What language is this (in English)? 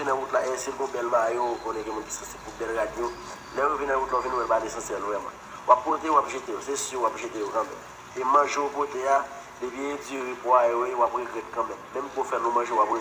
Haitian Creole